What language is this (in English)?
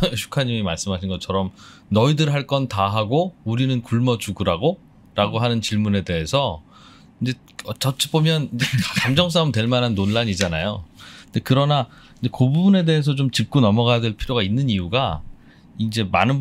Korean